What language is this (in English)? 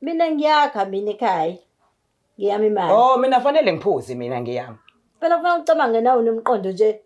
Zulu